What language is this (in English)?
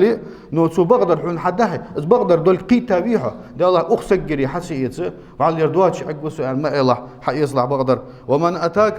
Ingush